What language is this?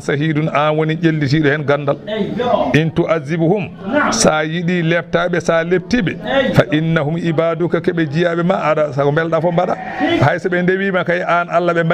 Fula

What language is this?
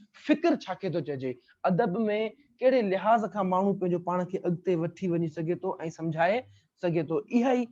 Sindhi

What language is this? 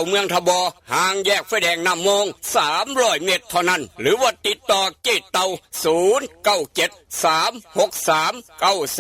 Northeastern Thai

